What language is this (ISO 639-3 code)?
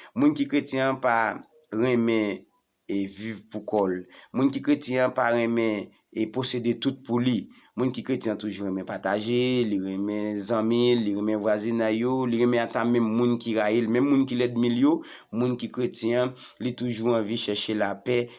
hat